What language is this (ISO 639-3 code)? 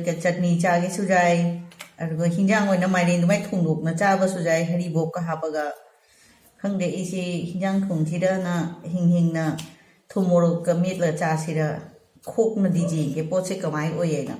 mni